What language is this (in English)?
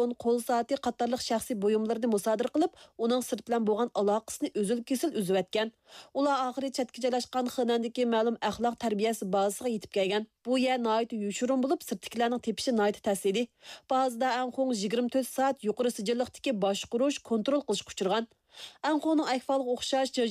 Uyghur